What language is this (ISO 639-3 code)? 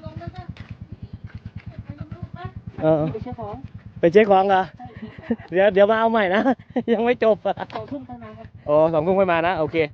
lao